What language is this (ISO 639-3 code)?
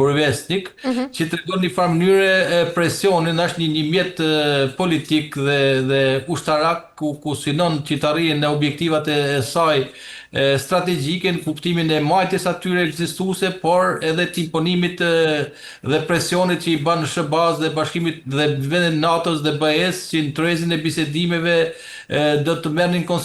sqi